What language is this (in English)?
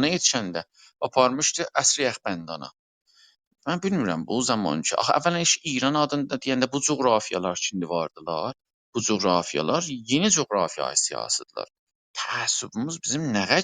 South Azerbaijani